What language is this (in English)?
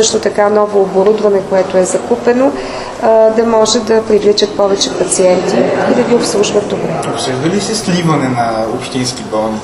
Bulgarian